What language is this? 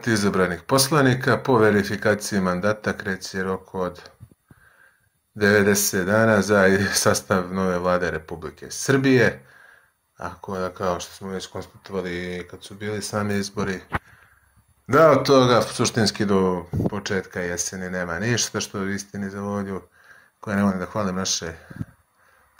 Serbian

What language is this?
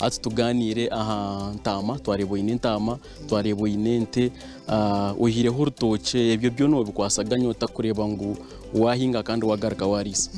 Nyankole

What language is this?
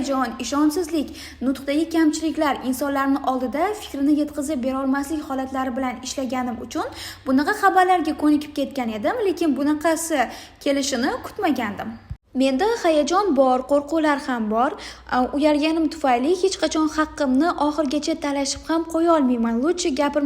Uzbek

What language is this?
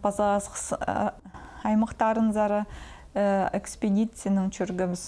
Khakas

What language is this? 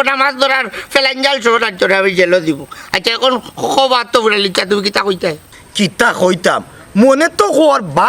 Sylheti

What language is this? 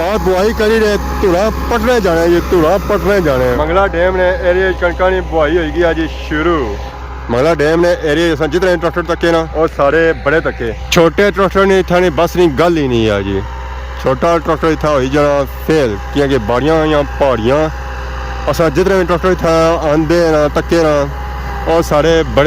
Pahari-Potwari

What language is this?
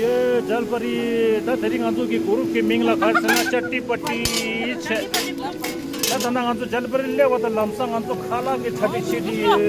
Tibetan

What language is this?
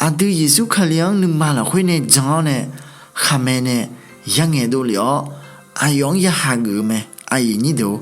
Akha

